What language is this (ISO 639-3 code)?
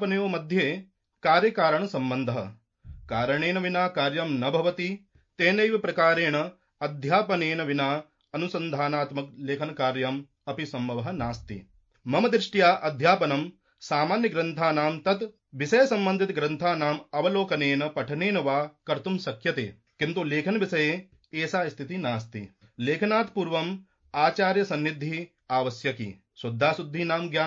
san